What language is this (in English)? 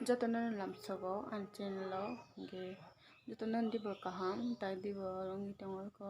Kok Borok